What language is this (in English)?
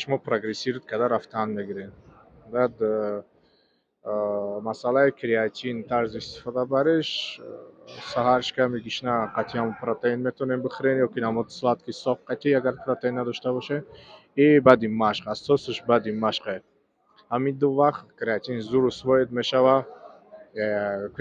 Tajik